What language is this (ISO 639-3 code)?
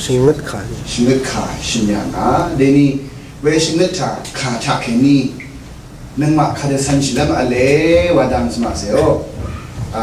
raw